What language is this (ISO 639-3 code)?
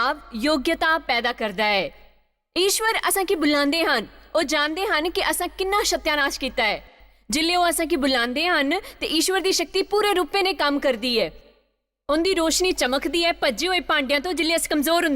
doi